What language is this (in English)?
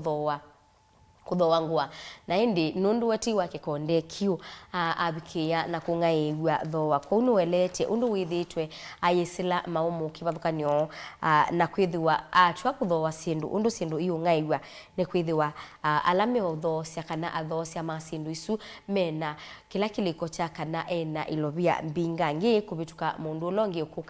Kamba